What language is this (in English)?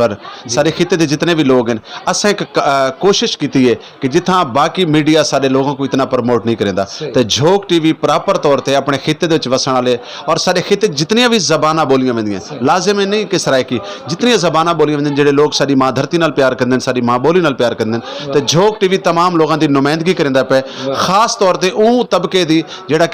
Saraiki